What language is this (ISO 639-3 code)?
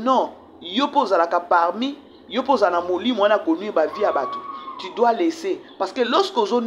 lin